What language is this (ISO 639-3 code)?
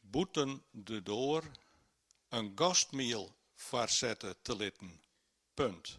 fry